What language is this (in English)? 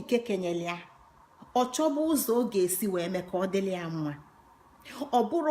Igbo